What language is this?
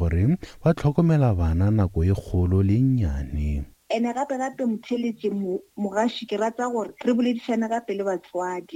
Northern Sotho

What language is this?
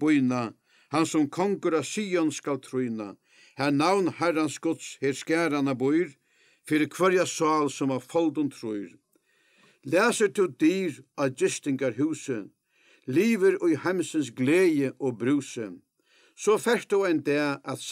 Faroese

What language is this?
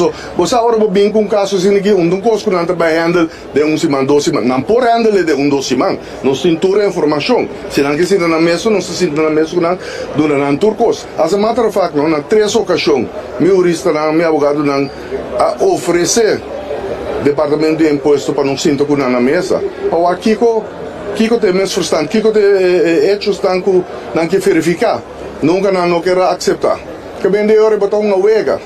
Papiamento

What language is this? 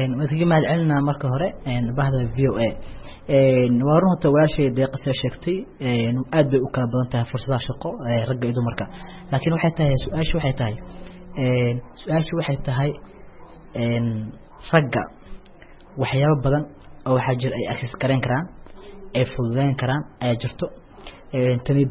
Somali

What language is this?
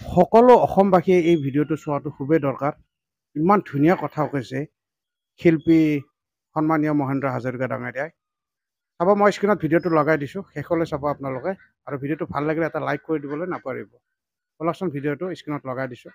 Assamese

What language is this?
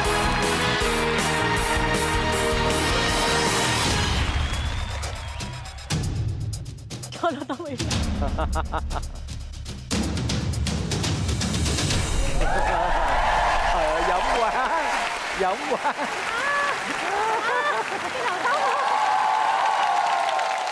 Vietnamese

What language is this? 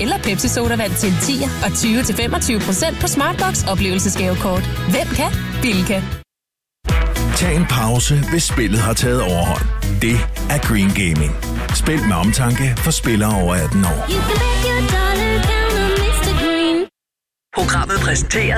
Danish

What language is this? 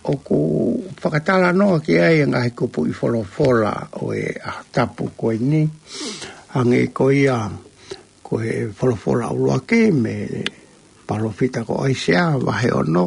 Tongan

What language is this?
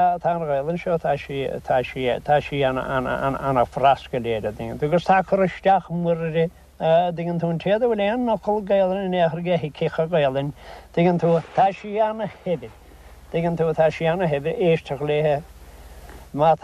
Irish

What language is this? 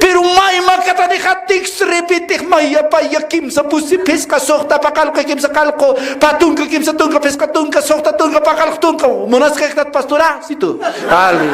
Aymara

